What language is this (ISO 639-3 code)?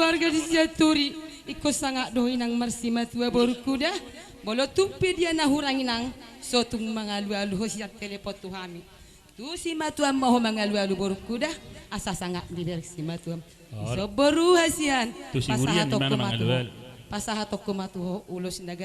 bbc